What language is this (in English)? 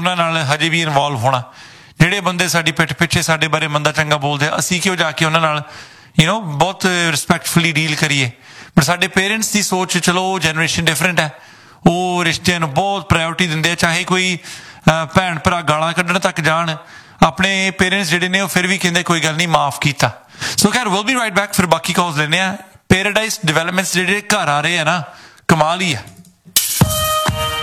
Punjabi